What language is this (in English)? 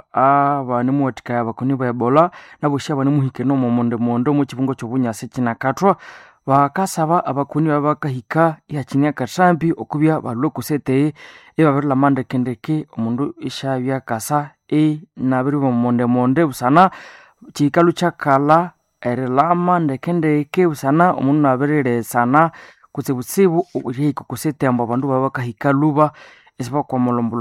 Nande